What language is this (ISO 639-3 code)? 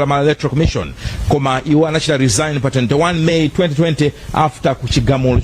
nya